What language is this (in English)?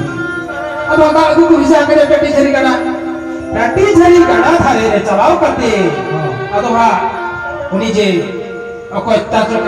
Santali